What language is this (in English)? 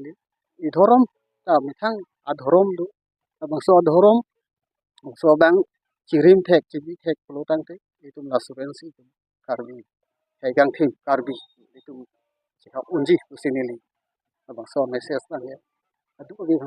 Karbi